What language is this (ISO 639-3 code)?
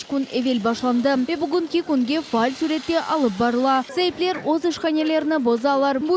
crh